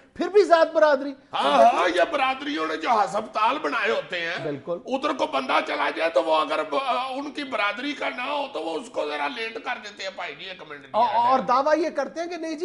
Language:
Urdu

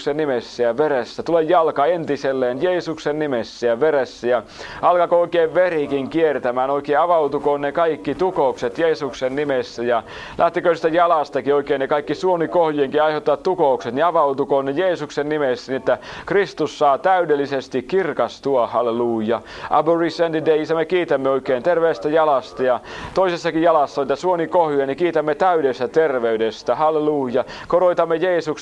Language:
Finnish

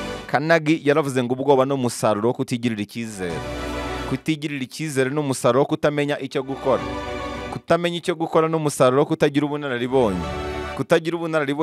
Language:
Kinyarwanda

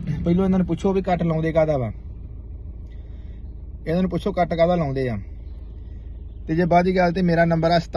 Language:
Punjabi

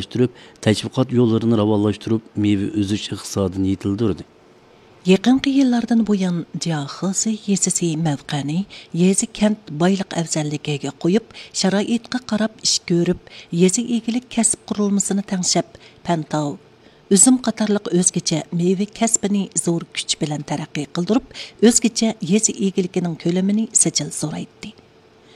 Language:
Uyghur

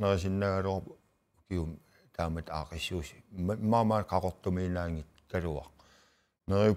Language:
Kalaallisut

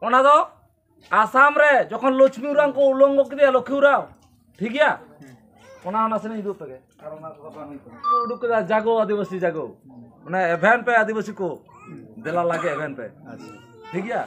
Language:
Santali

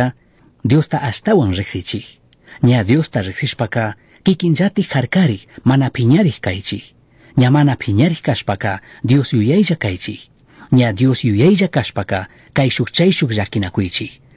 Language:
Chimborazo Highland Quichua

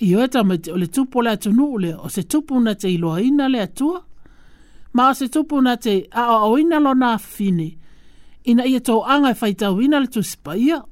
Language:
Samoan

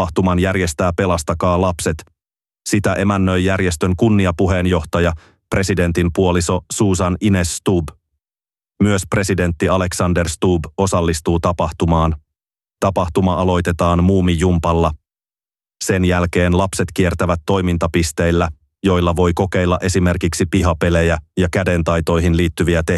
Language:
Finnish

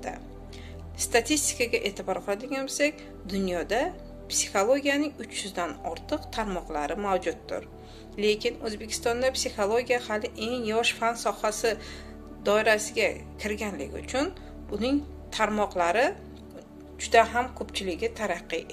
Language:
Uzbek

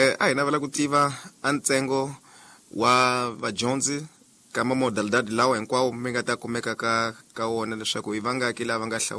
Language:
Tsonga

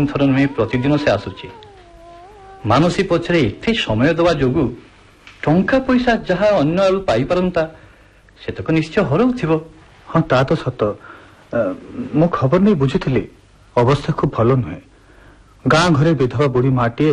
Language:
Odia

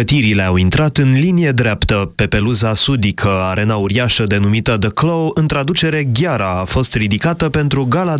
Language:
Romanian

